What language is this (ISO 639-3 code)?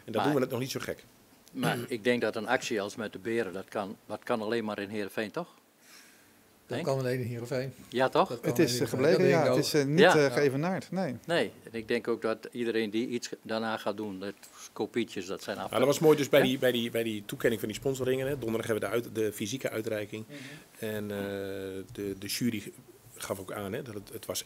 nld